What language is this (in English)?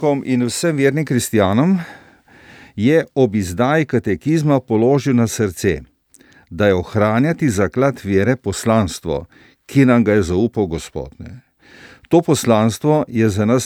Slovenian